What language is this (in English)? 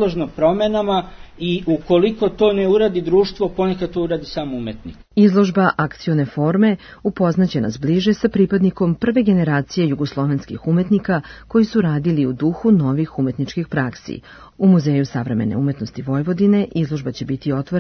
Serbian